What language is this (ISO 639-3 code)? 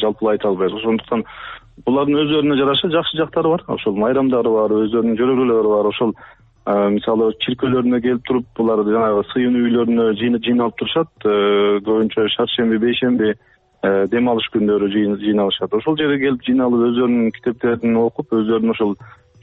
kir